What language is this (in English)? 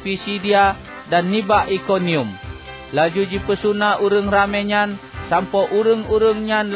Achinese